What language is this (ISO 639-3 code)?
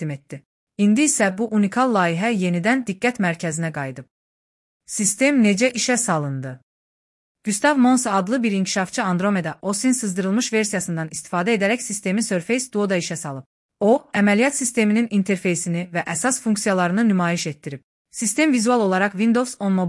aze